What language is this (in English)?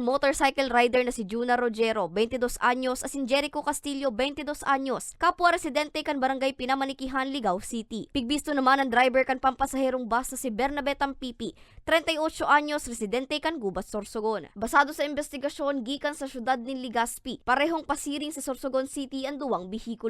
Bikol